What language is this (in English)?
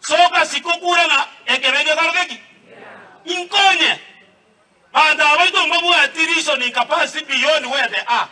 Gusii